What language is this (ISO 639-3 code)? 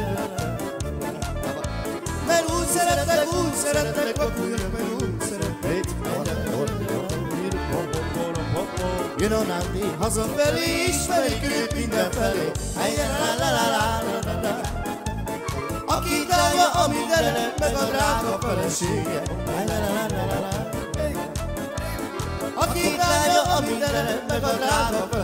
hun